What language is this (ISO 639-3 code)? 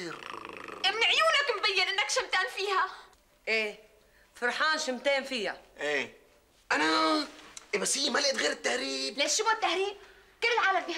apc